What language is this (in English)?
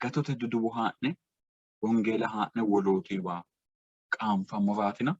Sidamo